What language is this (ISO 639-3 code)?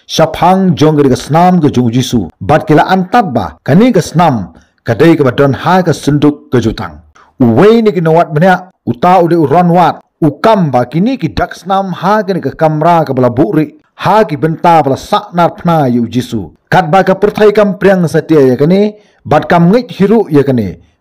kha